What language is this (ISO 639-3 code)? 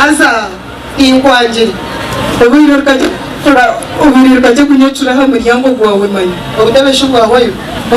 nyn